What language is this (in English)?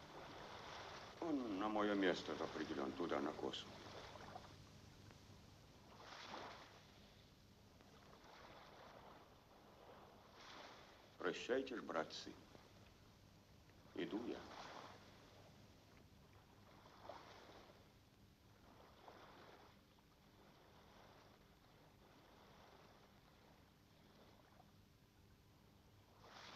Russian